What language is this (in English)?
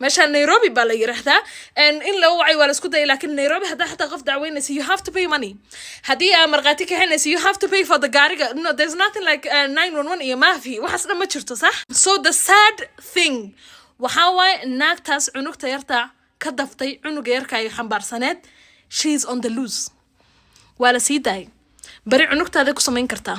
Somali